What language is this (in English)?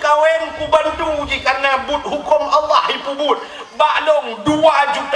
Achinese